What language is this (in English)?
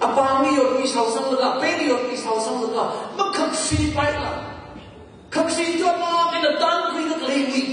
Tangkhul Naga (India)